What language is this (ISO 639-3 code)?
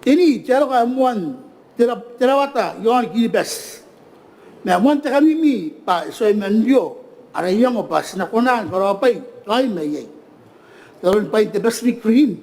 gil